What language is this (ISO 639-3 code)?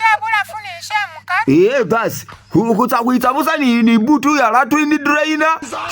myx